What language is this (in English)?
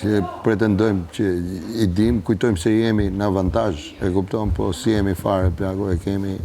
Albanian